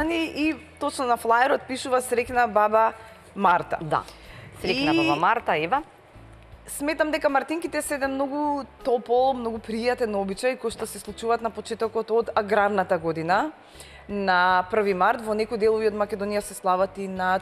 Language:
Macedonian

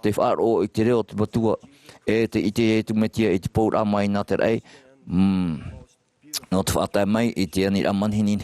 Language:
Tahitian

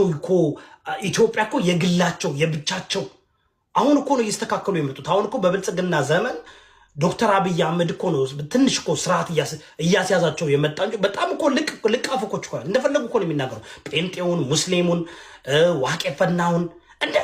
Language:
Amharic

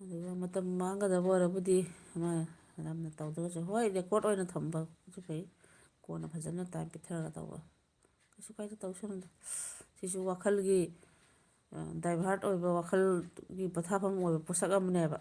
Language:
Manipuri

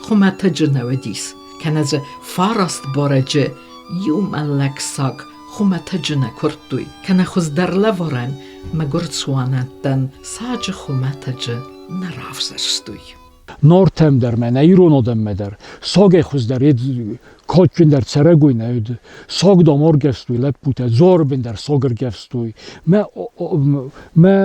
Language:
Ossetic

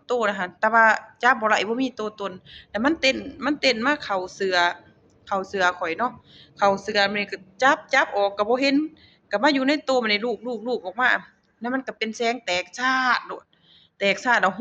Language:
Lao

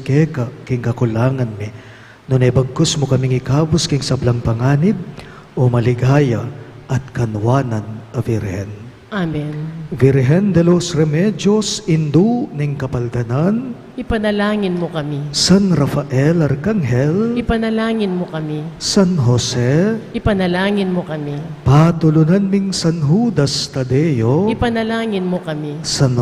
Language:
Pampanga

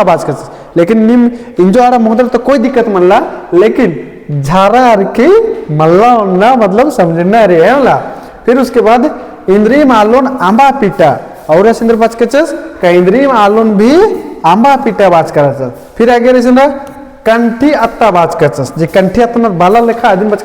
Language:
Kurukh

